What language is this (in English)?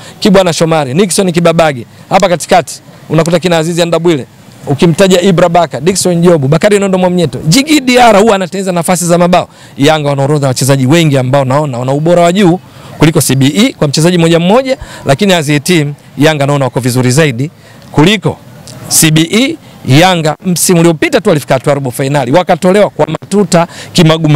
Swahili